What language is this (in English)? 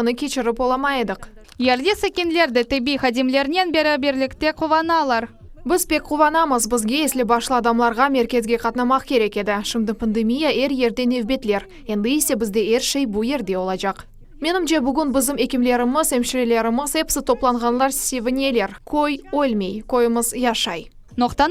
Crimean Tatar